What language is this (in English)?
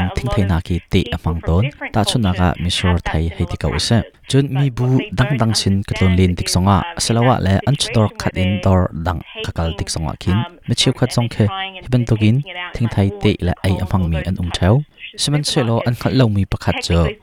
Hakha Chin